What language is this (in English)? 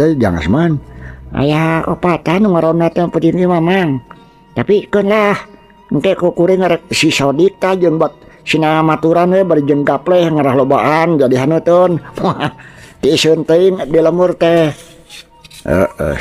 Sundanese